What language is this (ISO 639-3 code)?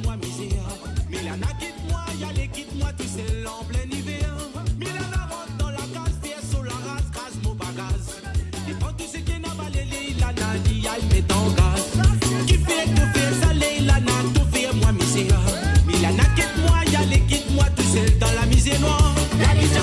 mfe